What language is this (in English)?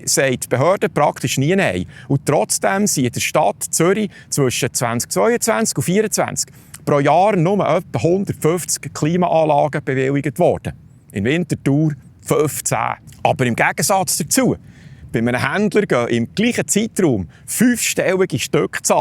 Swiss German